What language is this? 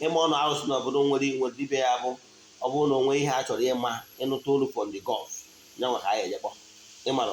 Igbo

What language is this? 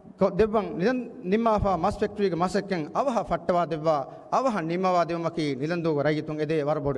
Divehi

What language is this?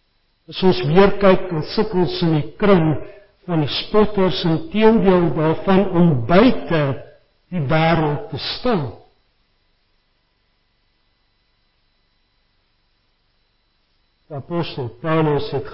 Afrikaans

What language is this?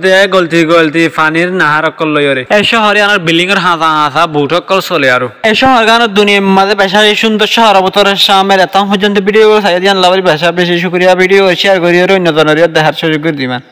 Rohingya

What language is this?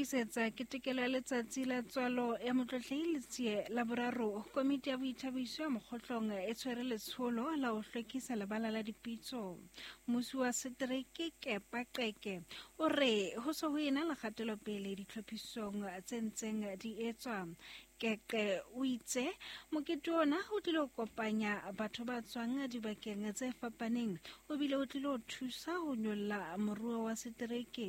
Southern Sotho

